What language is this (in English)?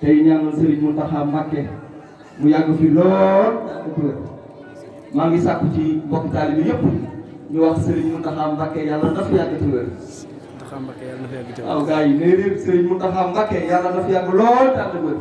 Wolof